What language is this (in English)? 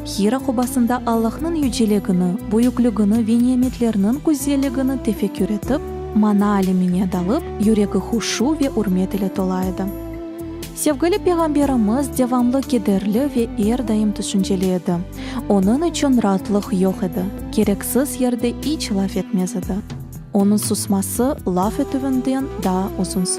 Crimean Tatar